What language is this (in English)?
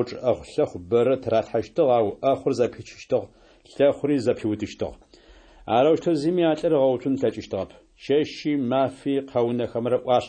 Adyghe